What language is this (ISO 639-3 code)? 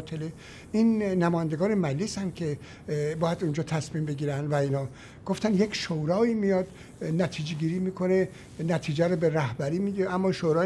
fas